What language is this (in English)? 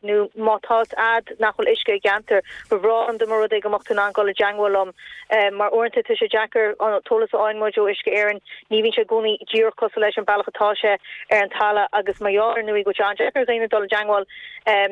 Irish